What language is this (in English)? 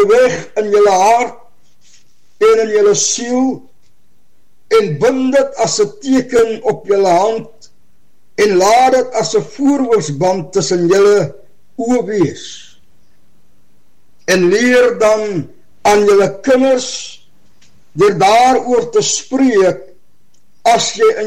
Afrikaans